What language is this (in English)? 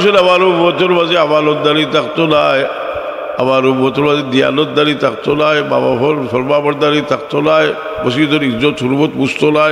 Sylheti